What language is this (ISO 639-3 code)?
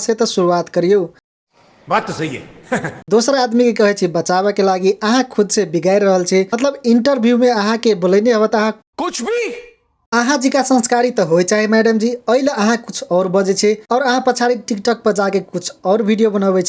mai